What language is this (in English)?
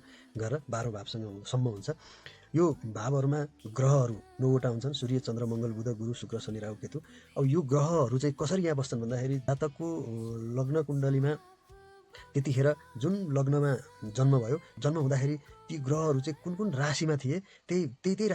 Nepali